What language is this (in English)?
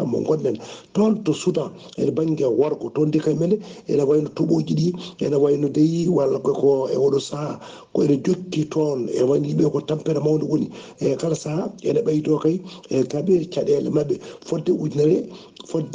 Fula